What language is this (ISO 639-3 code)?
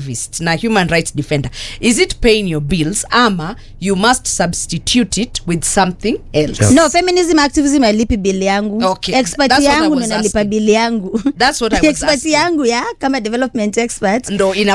swa